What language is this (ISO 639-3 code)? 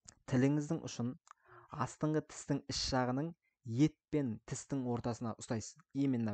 kaz